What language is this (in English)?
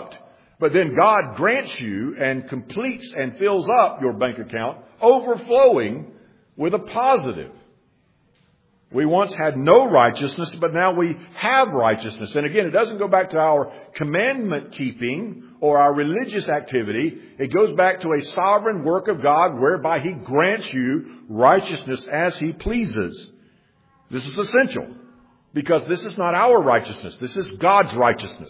English